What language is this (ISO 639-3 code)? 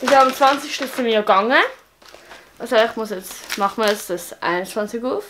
gsw